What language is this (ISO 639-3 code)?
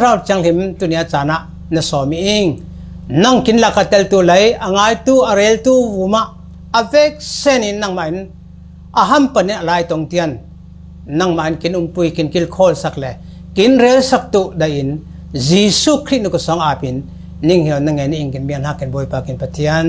cfm